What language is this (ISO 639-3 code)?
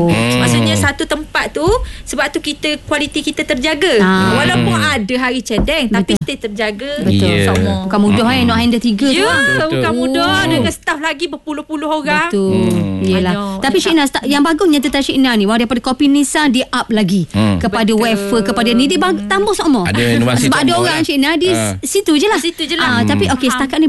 msa